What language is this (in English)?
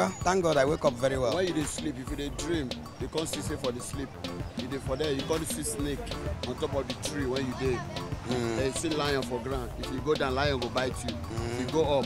Nigerian Pidgin